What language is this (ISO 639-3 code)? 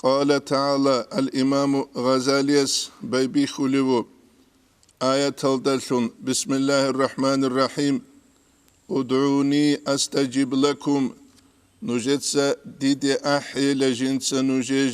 ava